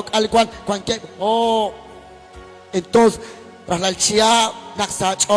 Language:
Kekchí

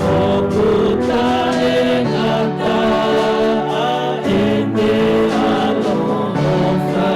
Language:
Tongan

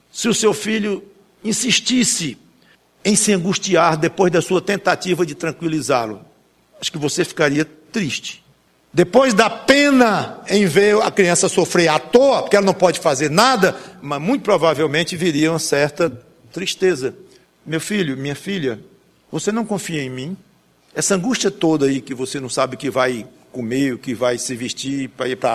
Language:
Portuguese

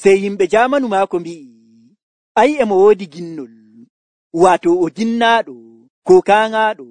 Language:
Nigerian Fulfulde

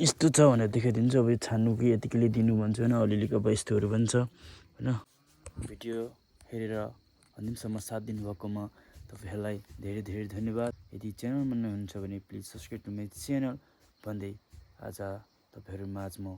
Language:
Nepali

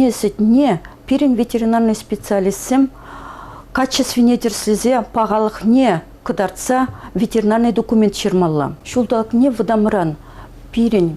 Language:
Chuvash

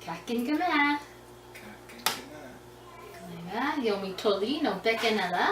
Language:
Scottish Gaelic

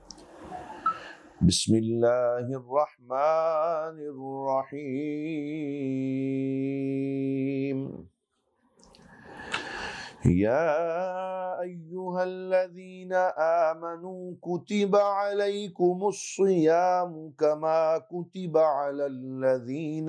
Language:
Urdu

